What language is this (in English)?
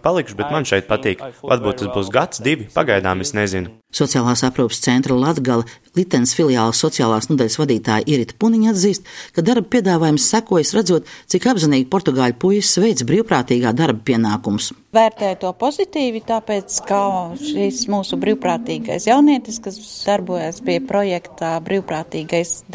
Latvian